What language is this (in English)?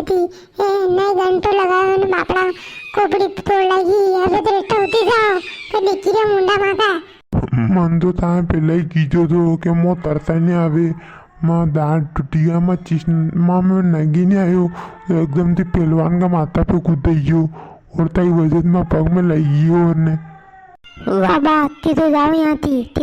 Rajasthani